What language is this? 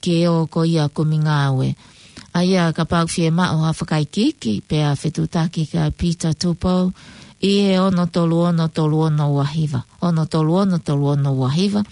Tongan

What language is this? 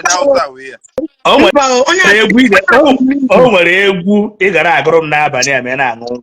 Igbo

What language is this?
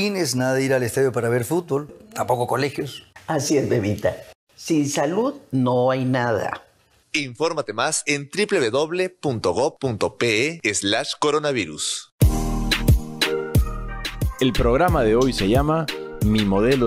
Spanish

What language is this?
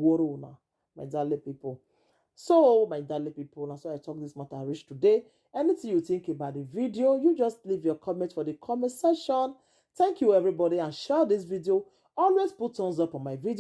Nigerian Pidgin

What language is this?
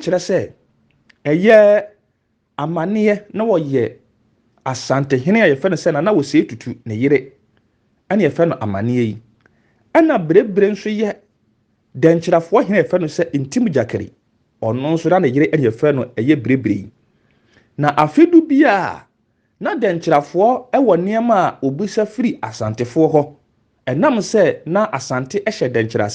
Akan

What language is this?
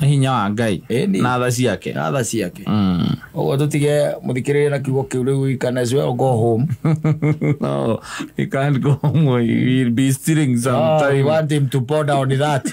Kikuyu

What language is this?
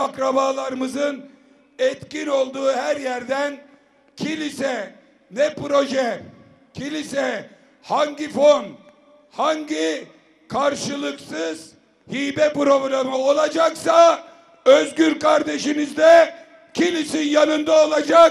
Turkish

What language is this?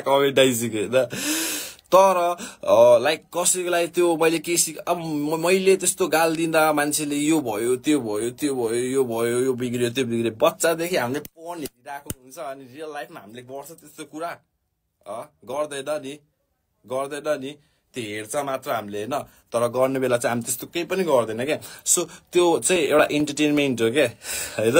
Nepali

